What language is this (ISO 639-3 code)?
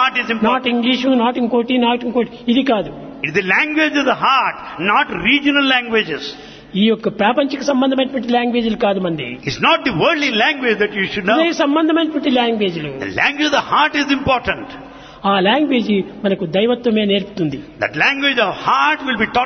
tel